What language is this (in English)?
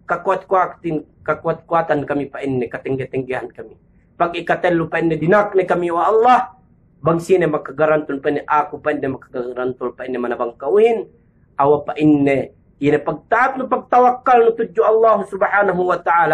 Yakan